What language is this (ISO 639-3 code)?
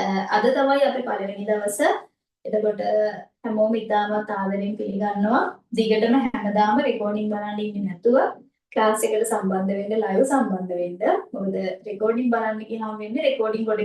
sin